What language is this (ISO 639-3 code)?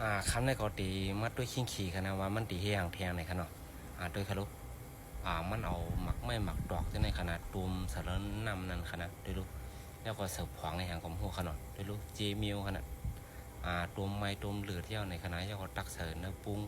shn